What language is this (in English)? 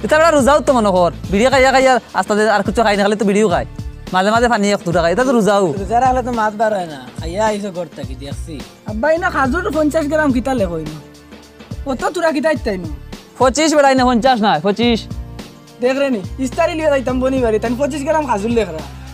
Sylheti